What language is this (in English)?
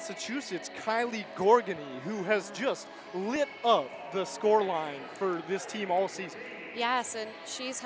English